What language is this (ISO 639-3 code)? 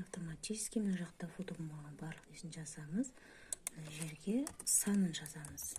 kaz